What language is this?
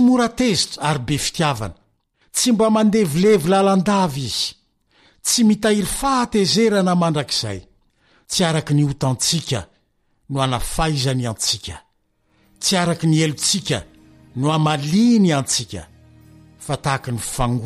Malagasy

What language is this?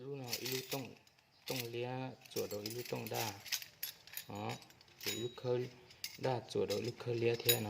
Hmong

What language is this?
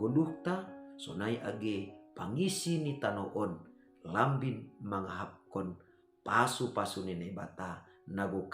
Batak Simalungun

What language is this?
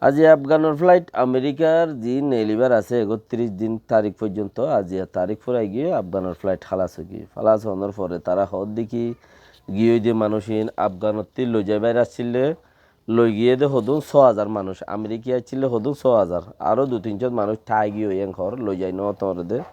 Rohingya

